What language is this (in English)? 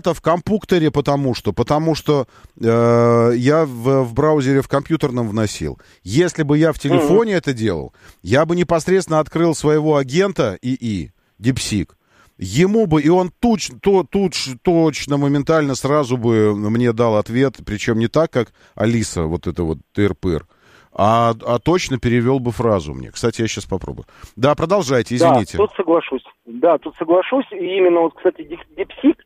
Russian